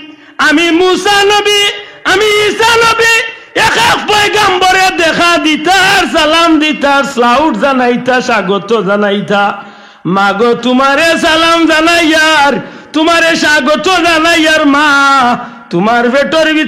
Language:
Sylheti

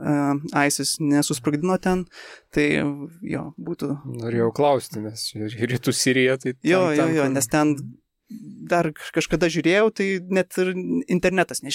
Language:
Lithuanian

